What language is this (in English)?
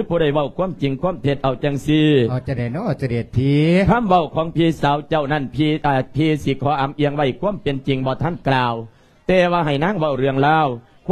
Lao